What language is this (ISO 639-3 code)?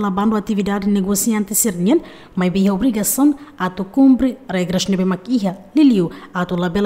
tet